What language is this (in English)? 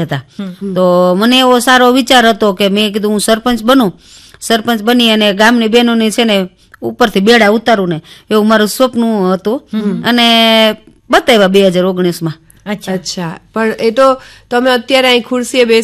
Gujarati